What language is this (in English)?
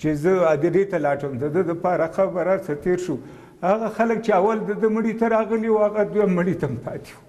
Pashto